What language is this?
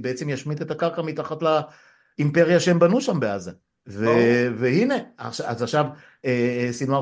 Hebrew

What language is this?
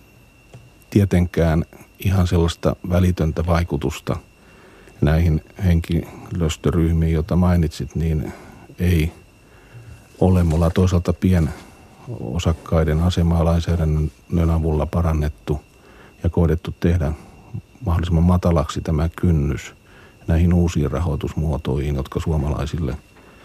Finnish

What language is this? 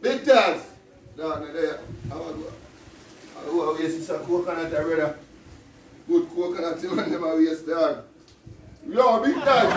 Jamaican Creole English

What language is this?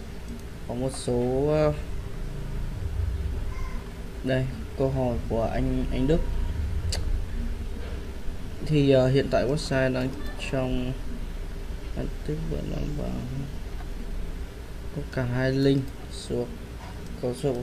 Vietnamese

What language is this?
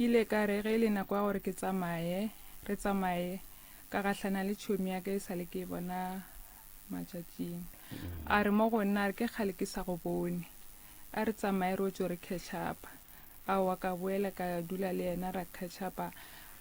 Northern Sotho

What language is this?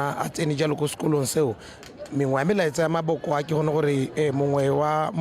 Tswana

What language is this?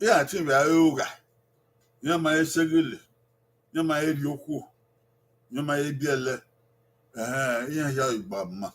Bini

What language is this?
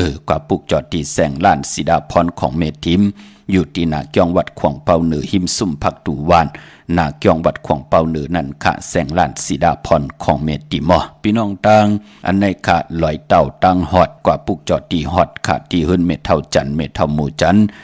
Shan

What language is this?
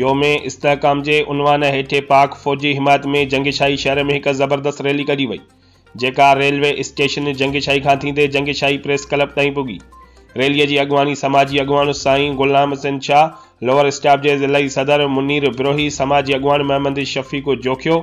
Sindhi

